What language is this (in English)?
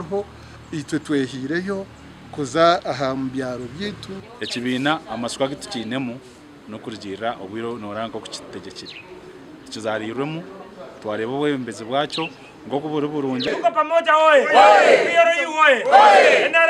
Nyankole